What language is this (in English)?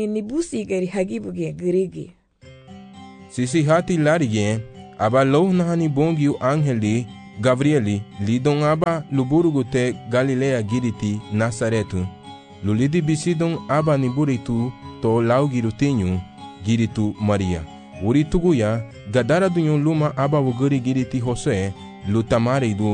Garifuna